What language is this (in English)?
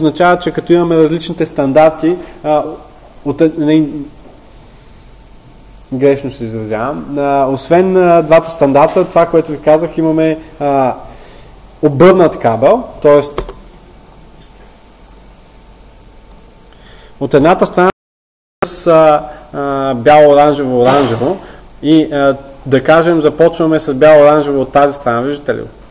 Bulgarian